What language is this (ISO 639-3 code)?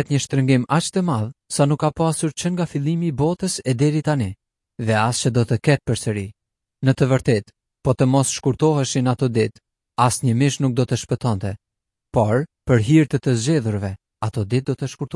sqi